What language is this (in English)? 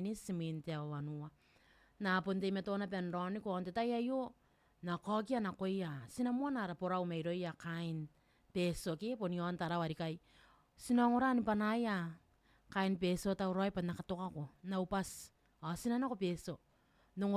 Gilbertese